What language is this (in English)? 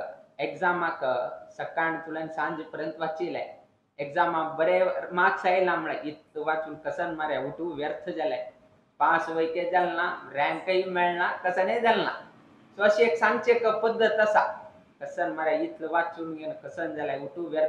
Konkani